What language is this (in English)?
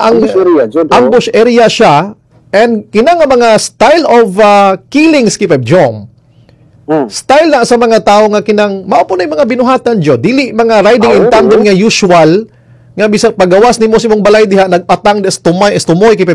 Cebuano